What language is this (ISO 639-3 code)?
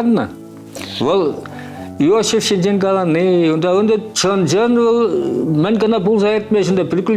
chv